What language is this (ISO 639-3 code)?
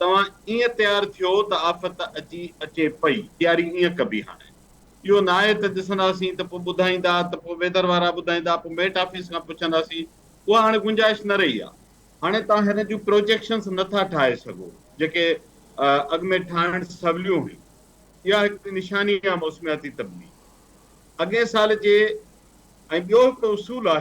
snd